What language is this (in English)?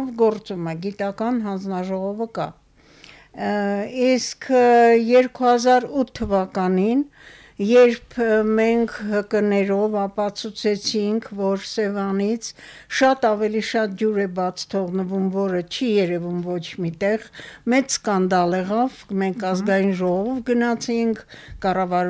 Armenian